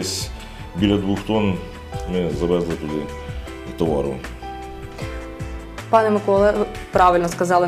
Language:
Ukrainian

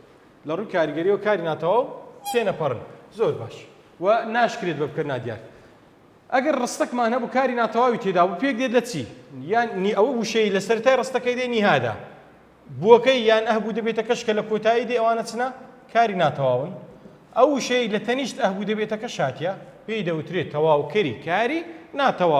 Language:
Central Kurdish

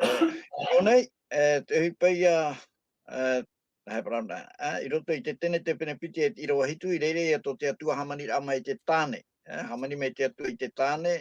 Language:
Tahitian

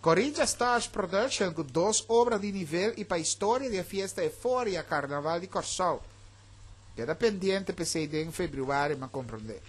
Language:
Papiamento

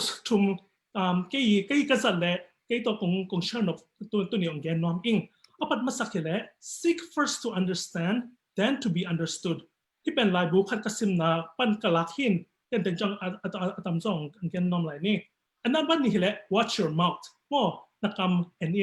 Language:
Tedim Chin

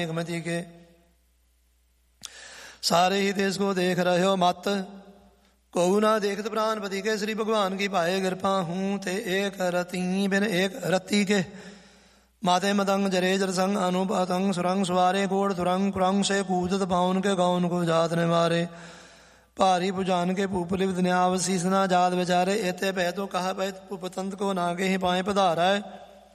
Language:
Punjabi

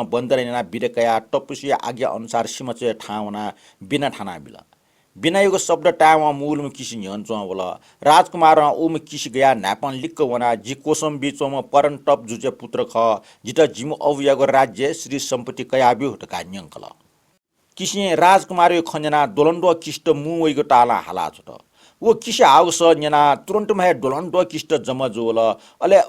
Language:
Newari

